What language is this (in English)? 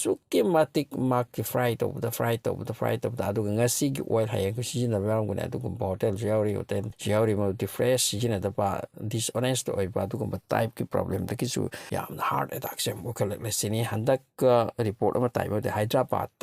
Manipuri